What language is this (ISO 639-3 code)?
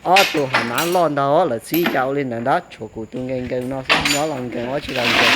hmn